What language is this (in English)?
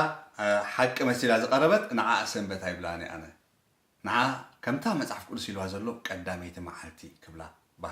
Tigrinya